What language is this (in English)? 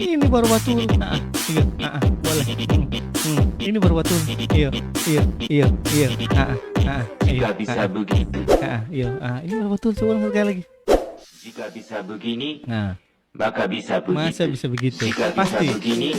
Ambonese Malay